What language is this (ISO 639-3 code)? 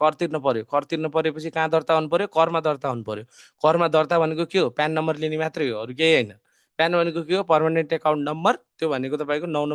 nep